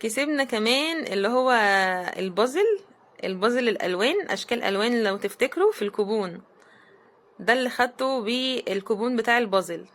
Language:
Egyptian Arabic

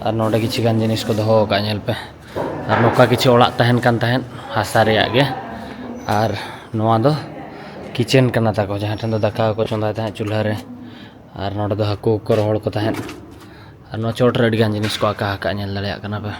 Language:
Santali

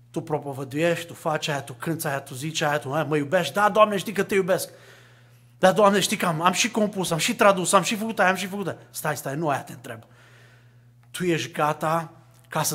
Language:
Romanian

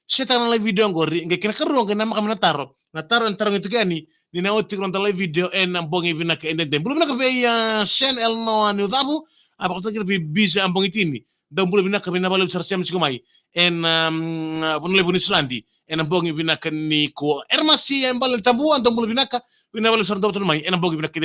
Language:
Fijian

